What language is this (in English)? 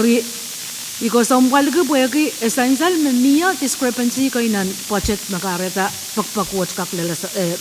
Pohnpeian